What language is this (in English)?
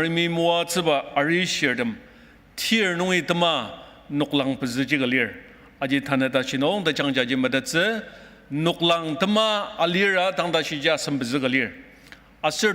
Ao Naga